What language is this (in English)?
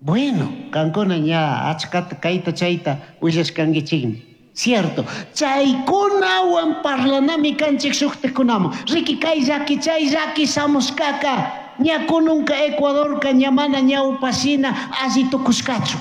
Chimborazo Highland Quichua